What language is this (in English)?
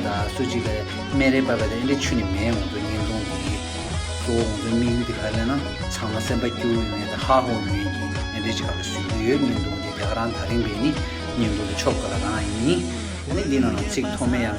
Tibetan